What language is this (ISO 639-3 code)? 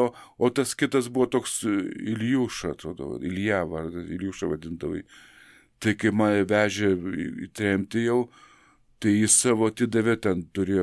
lit